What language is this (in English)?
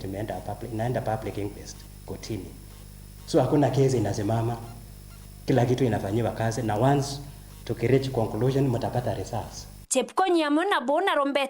Meru